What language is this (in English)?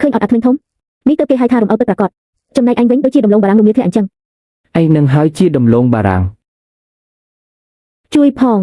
Khmer